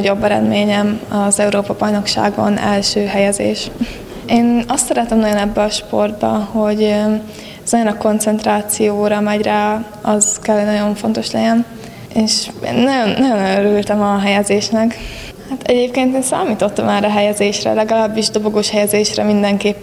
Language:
Hungarian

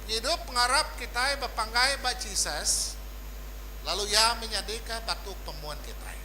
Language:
Iban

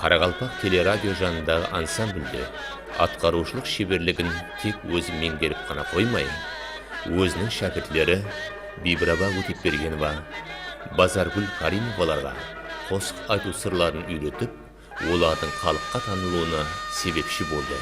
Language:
Kara-Kalpak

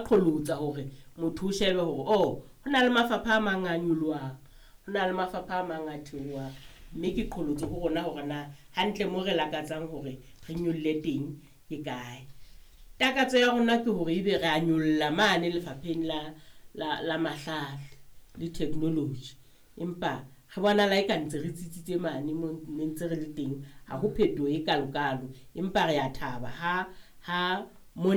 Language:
Southern Sotho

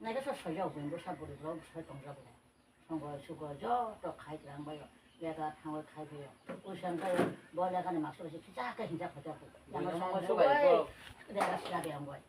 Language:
Kok Borok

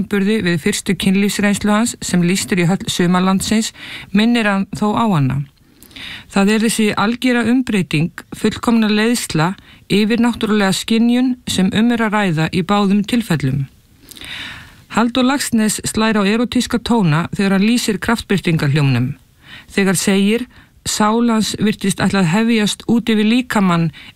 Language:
Icelandic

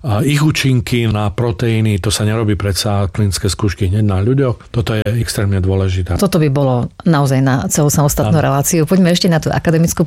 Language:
Slovak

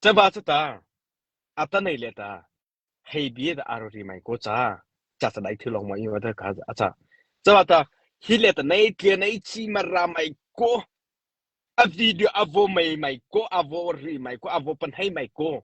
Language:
Mara Chin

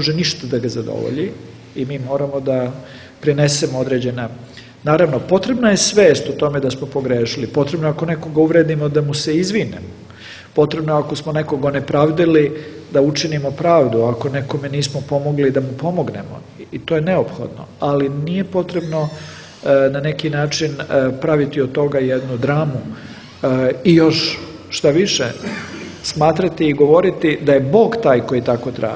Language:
Serbian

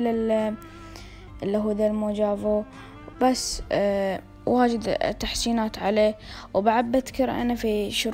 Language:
Gulf Arabic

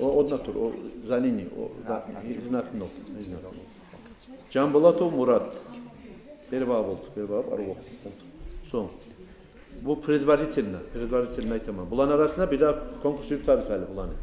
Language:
Kumyk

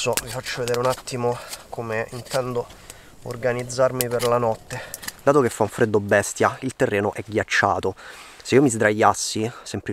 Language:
Italian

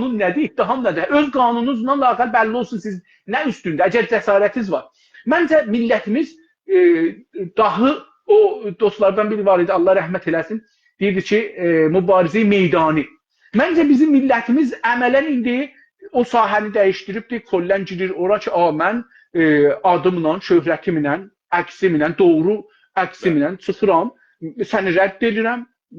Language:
South Azerbaijani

